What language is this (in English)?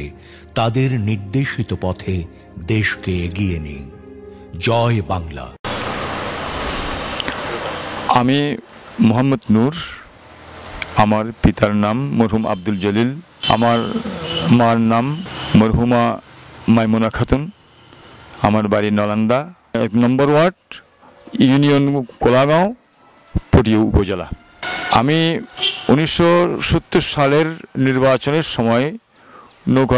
Bangla